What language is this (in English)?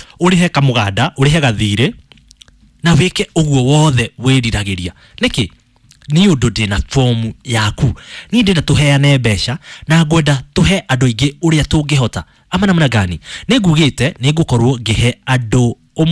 Kikuyu